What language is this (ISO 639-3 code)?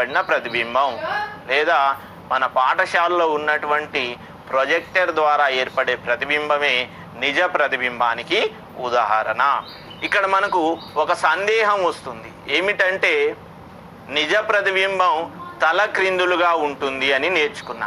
tel